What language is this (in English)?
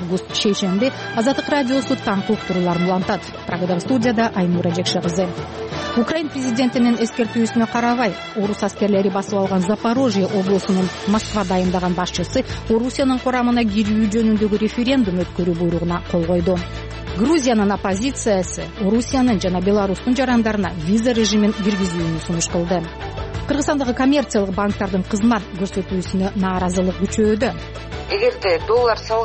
Kyrgyz